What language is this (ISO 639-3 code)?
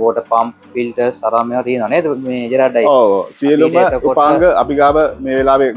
sin